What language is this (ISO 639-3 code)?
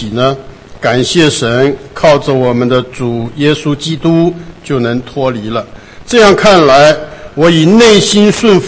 zho